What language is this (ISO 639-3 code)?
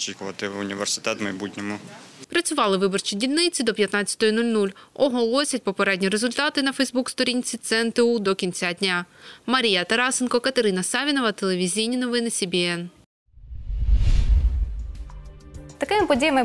ukr